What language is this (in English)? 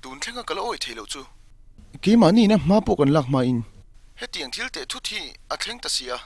Mizo